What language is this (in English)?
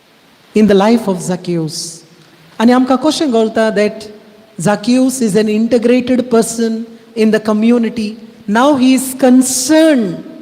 Konkani